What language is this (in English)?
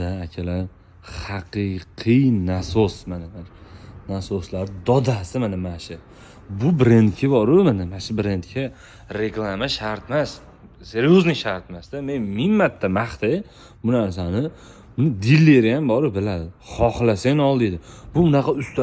Uzbek